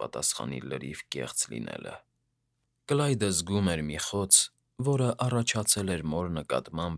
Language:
Armenian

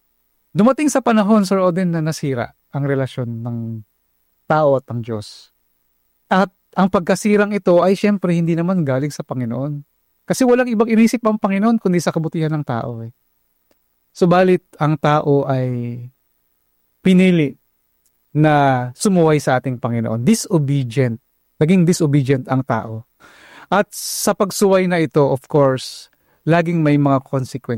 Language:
Filipino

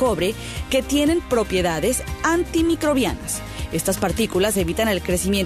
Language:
Spanish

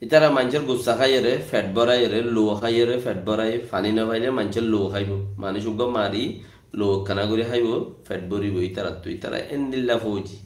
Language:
Rohingya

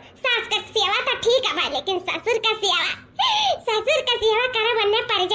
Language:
Awadhi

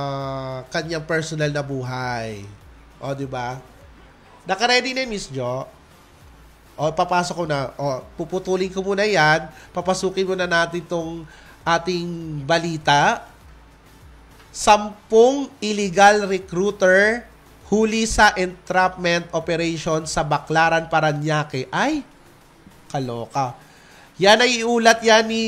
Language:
Filipino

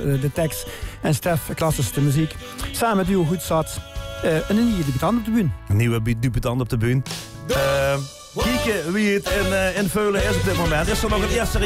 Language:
Limburgish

